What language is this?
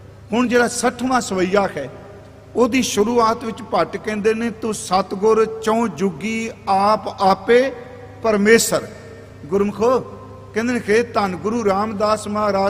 Punjabi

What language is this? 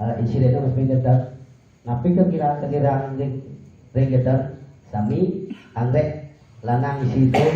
Balinese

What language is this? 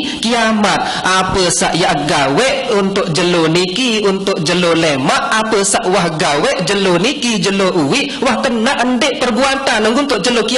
Sasak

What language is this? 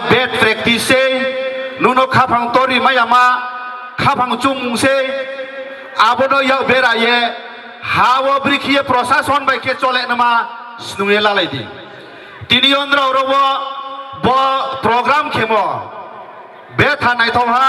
Riang (India)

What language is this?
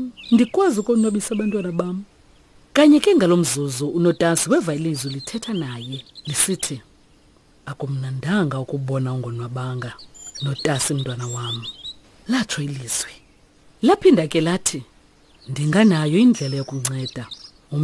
Xhosa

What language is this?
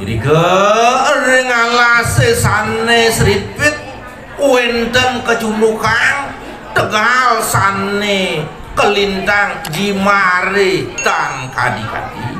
Balinese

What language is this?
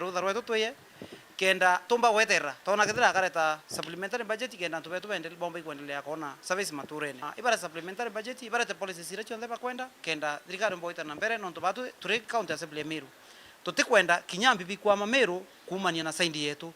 Meru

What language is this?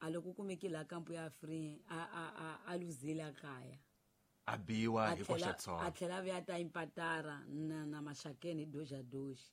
Tsonga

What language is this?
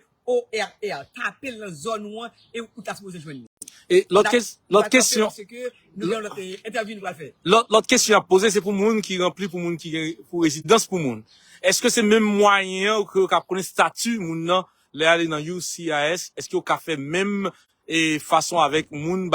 Haitian Creole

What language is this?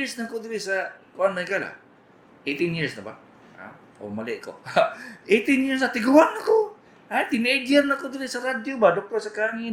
Cebuano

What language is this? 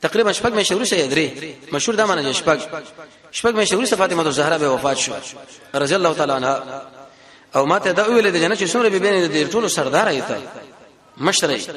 Pashto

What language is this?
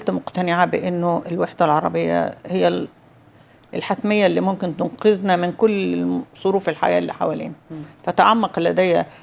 Egyptian Arabic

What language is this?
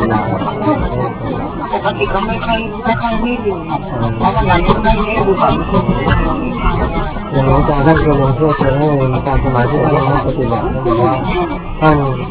Thai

